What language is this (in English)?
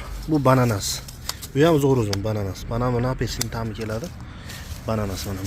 Uzbek